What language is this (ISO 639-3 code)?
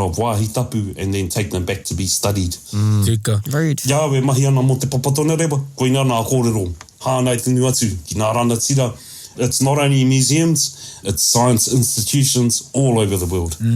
mri